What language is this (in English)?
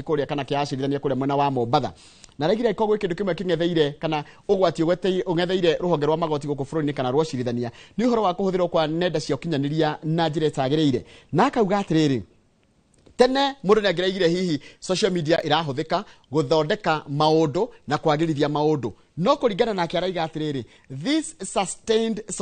Kikuyu